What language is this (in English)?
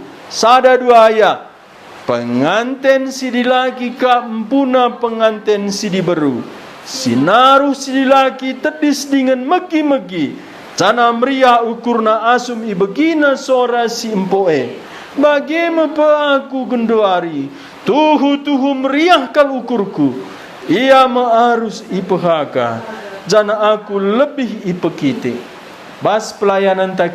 Batak Karo